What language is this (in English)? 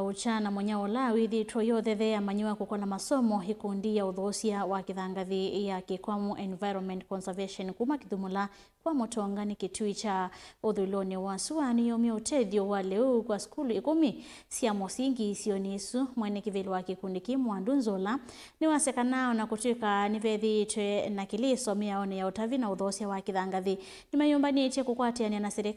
Kamba